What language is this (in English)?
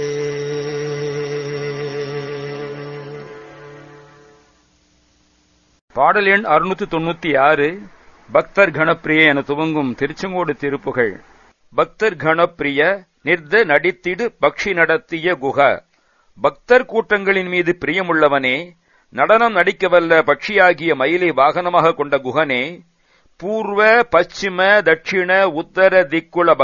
Tamil